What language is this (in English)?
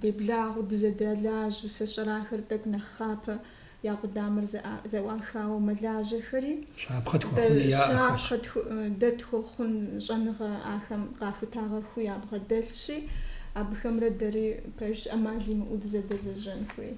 Kabardian